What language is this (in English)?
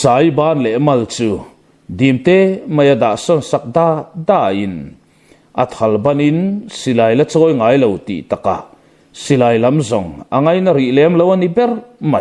Mizo